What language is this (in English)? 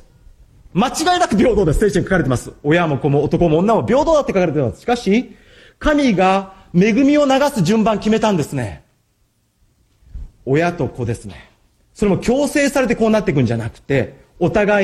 Japanese